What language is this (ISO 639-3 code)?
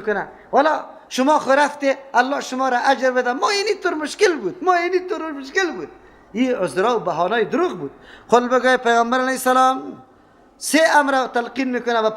fas